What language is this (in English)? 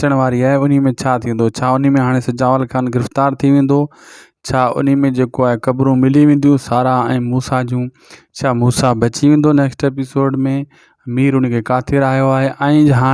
Sindhi